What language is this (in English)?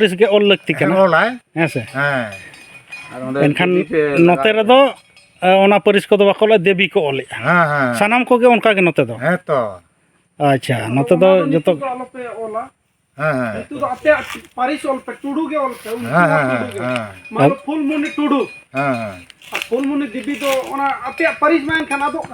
Santali